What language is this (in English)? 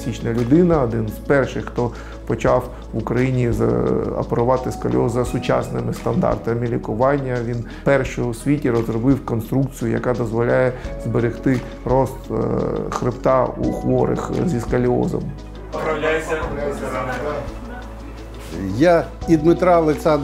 Ukrainian